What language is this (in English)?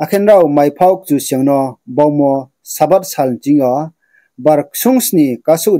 Riang (India)